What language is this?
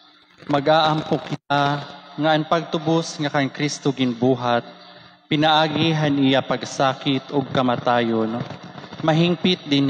Waray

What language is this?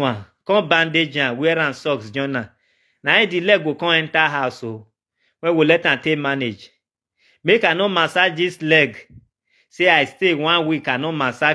Nigerian Pidgin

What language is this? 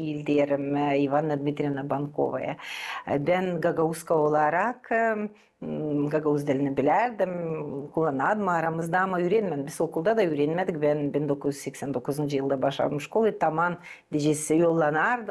Gagauz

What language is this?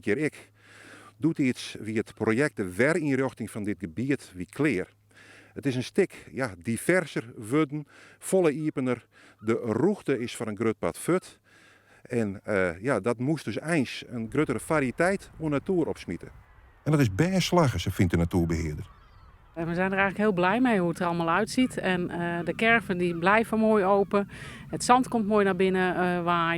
Western Frisian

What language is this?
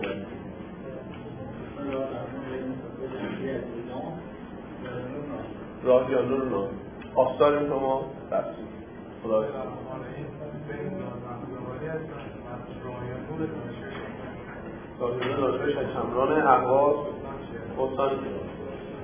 Persian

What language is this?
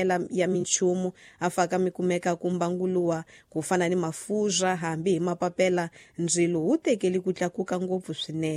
Tsonga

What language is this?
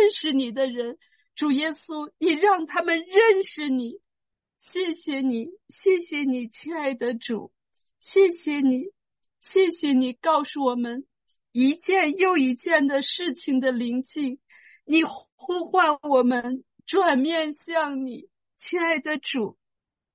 Chinese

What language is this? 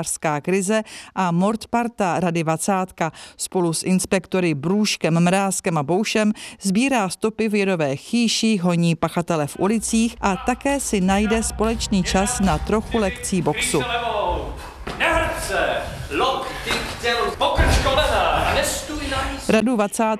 Czech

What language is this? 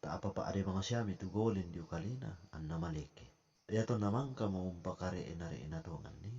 Toraja-Sa'dan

